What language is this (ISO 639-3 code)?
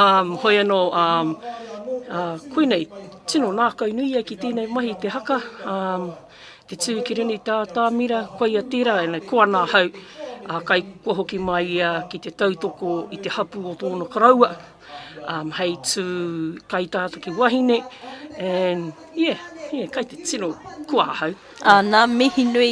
mri